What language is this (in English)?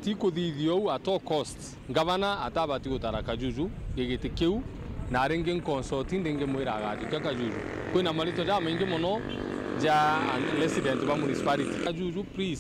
Meru